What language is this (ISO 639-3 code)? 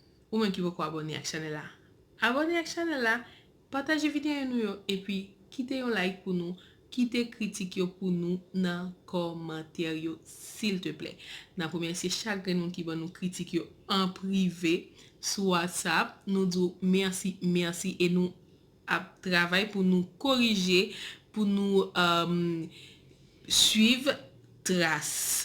hat